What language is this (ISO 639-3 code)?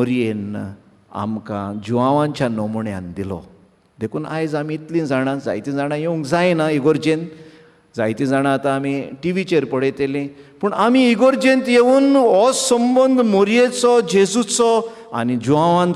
kok